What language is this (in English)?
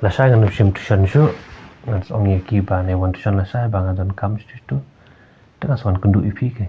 Khasi